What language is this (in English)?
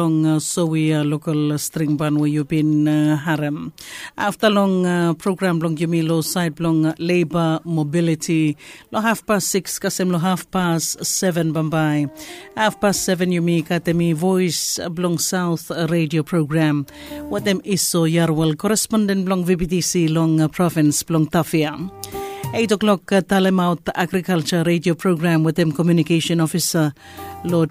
Bislama